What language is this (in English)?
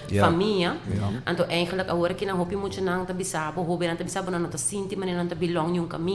Papiamento